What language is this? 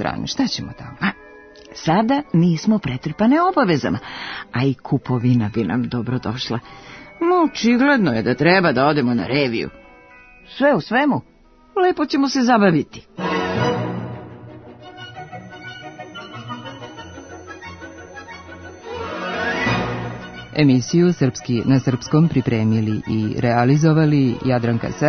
Serbian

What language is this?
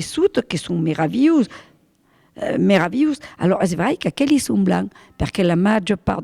Occitan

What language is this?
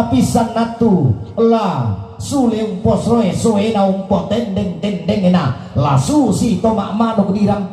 Toraja-Sa'dan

